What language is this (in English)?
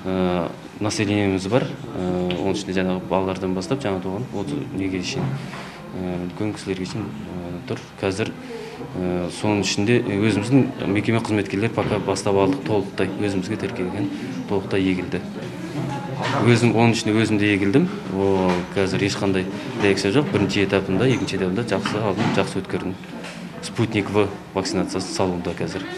Kazakh